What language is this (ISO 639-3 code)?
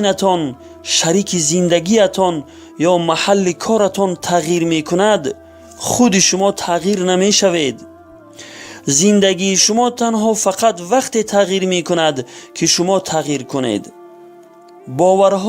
fas